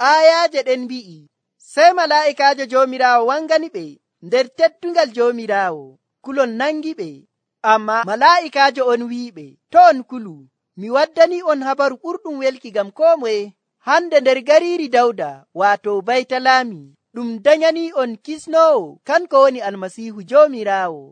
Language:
Nigerian Fulfulde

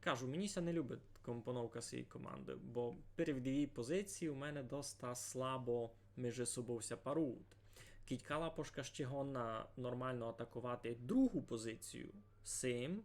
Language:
Rusyn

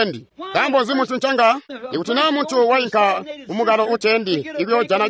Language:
Tonga (Zambia)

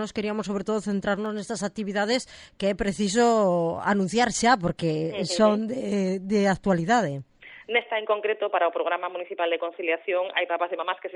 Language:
Galician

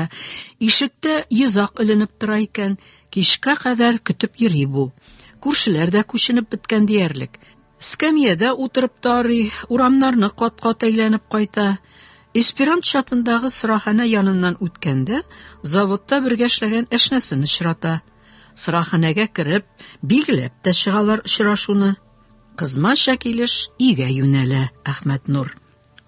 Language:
Tatar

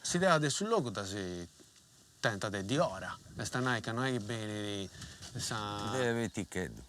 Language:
Sardinian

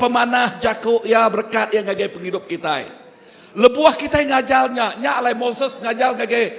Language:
Iban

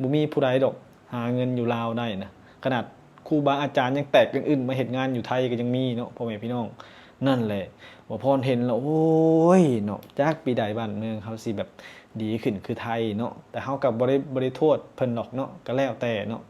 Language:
Lao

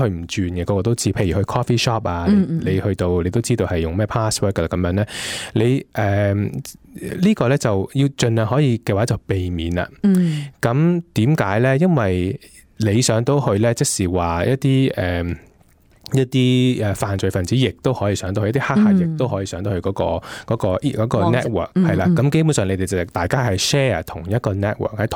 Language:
Cantonese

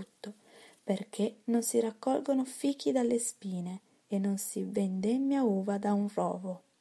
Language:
Italian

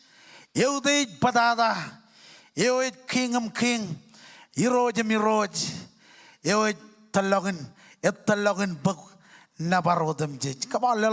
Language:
Marshallese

